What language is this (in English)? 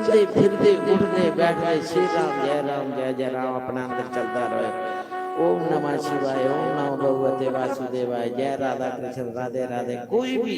Dogri